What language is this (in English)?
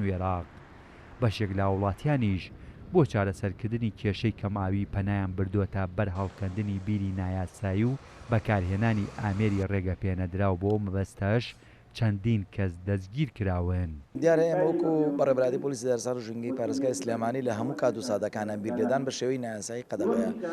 Central Kurdish